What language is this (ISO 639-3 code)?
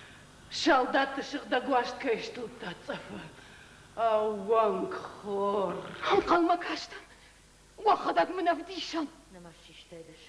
oss